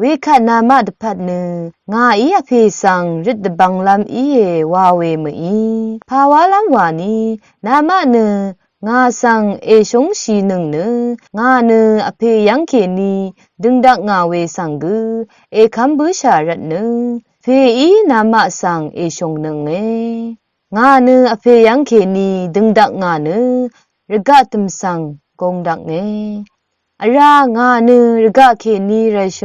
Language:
Rawang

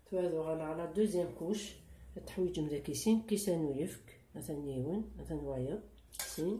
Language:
Kabyle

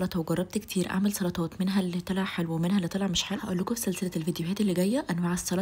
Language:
Egyptian Arabic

